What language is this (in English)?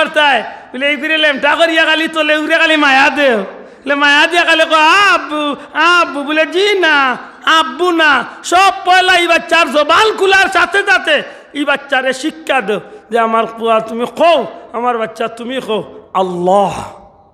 Sylheti